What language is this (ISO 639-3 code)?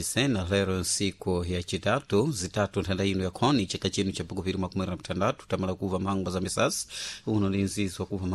seh